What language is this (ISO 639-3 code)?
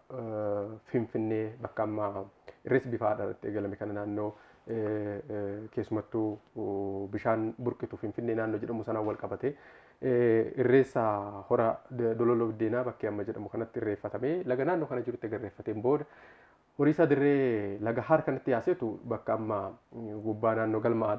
orm